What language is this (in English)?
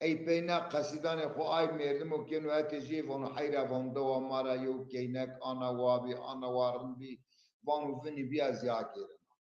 Zaza